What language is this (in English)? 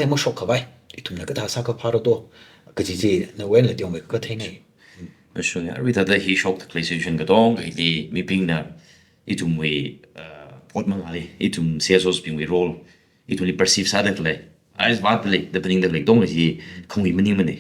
Tangkhul Naga (India)